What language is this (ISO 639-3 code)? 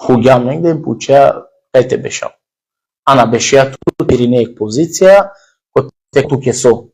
rmn